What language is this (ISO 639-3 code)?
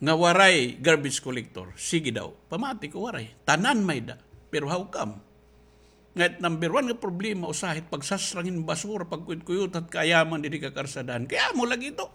war